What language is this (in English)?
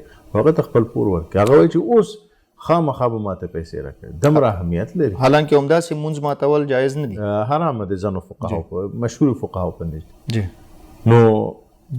Pashto